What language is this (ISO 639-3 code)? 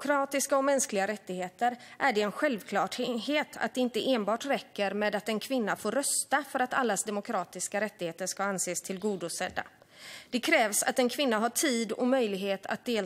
swe